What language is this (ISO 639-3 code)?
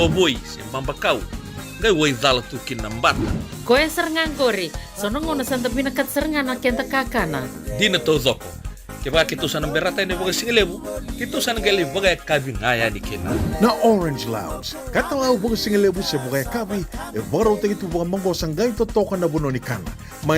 fij